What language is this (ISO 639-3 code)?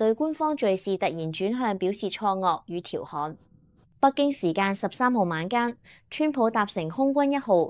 yue